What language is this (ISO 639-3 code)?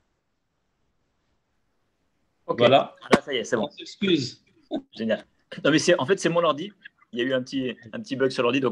fra